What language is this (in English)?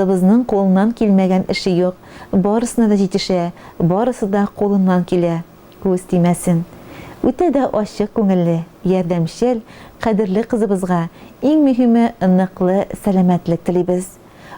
Tatar